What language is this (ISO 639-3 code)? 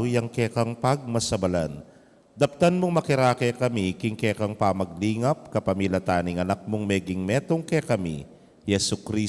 pam